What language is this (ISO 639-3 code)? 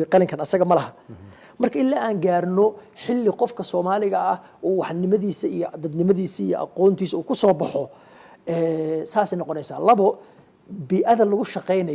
som